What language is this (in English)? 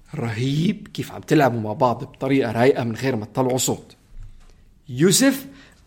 North Levantine Arabic